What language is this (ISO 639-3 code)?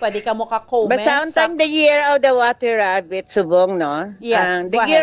hil